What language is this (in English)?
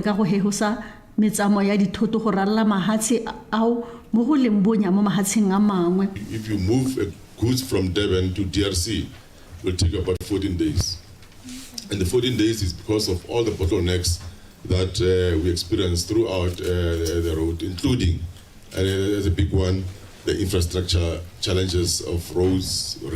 Tswana